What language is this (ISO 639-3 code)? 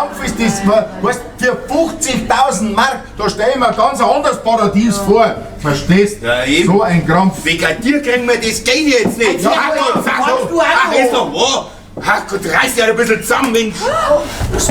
bar